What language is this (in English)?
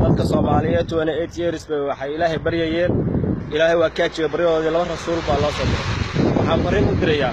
Somali